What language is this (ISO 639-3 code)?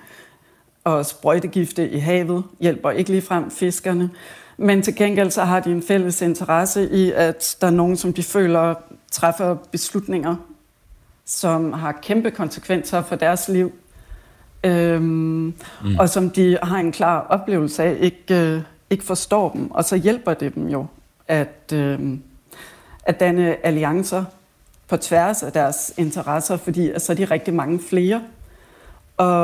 dan